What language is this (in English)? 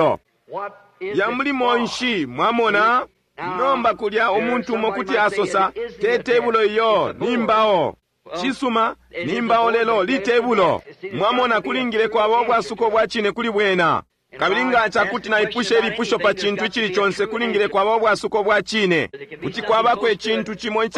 Bemba